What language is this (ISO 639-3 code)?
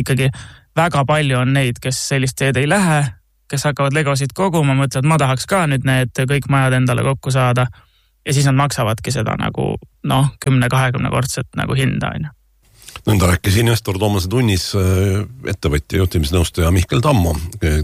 est